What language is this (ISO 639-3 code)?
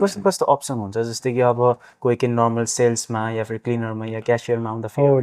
nep